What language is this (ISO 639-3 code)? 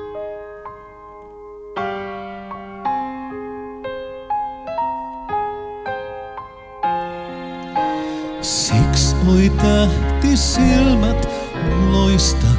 fin